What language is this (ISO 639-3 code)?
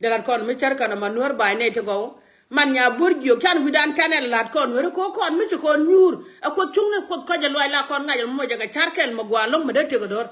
nus